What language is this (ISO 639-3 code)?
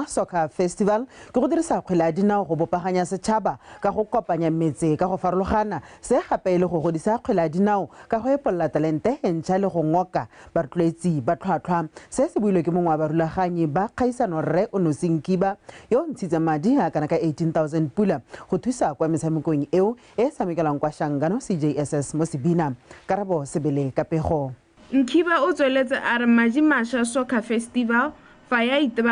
tsn